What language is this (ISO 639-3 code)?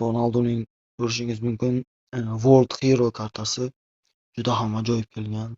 uzb